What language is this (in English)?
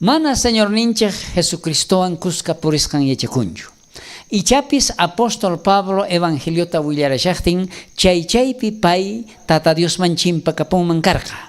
South Bolivian Quechua